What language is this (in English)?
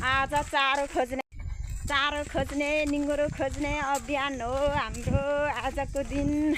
Nepali